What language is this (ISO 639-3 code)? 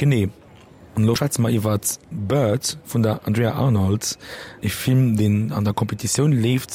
ltz